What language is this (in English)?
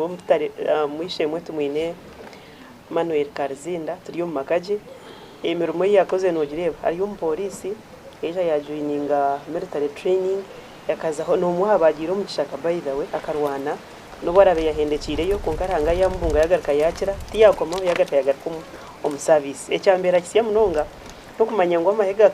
Nyankole